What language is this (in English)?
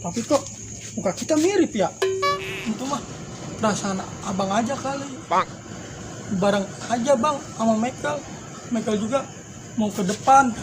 Betawi